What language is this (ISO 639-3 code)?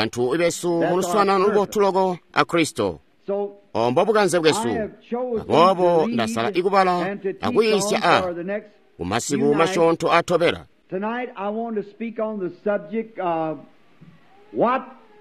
toi